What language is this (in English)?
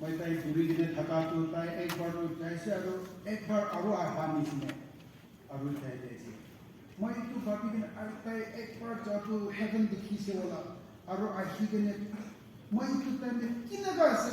Naga Pidgin